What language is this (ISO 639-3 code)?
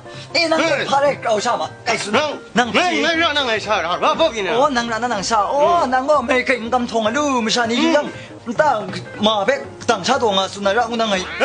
kac